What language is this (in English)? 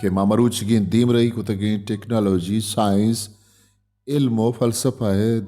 Baluchi